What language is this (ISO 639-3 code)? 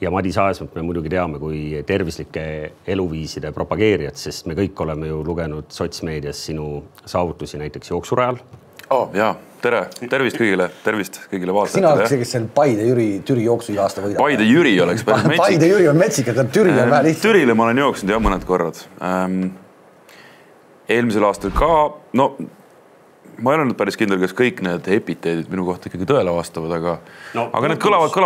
est